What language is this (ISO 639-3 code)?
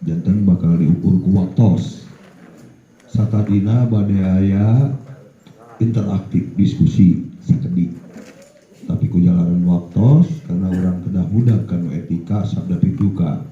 sun